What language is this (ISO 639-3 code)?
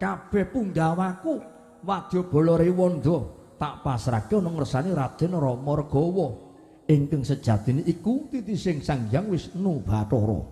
jav